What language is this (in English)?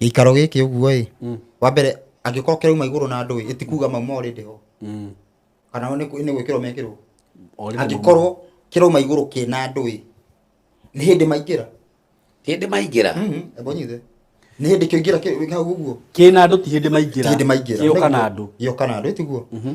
Kikuyu